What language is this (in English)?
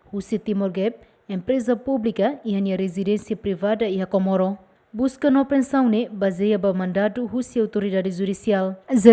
Tetum